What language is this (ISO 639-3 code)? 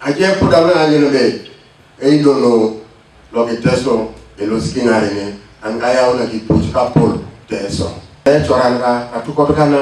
teo